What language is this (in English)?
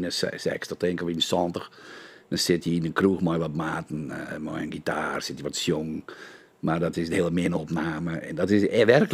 Western Frisian